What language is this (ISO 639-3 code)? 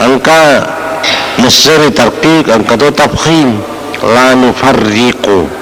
bug